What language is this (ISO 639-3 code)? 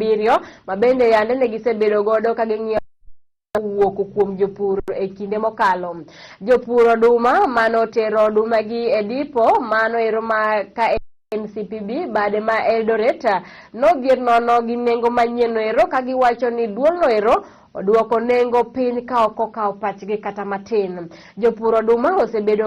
luo